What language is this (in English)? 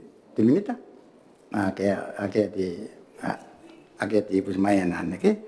Gilbertese